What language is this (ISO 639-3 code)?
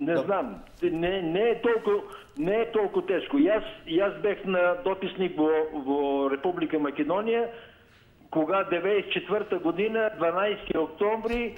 mkd